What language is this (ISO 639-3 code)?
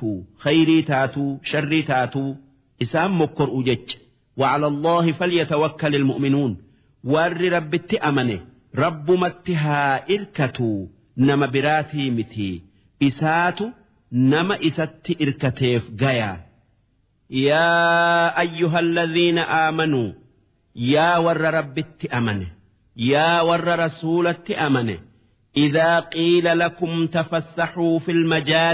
orm